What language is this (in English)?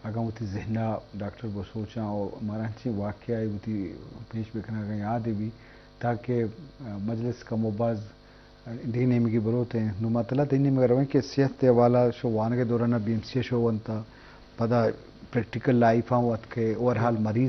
Eastern Balochi